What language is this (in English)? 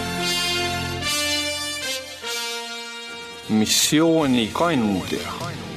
Estonian